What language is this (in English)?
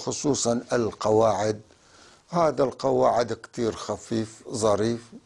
North Levantine Arabic